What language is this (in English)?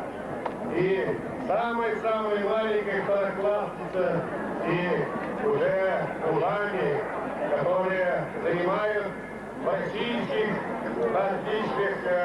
Yakut